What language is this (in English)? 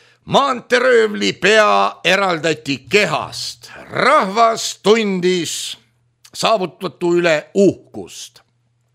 Estonian